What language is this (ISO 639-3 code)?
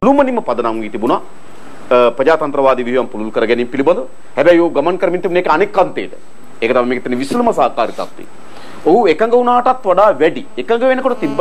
sin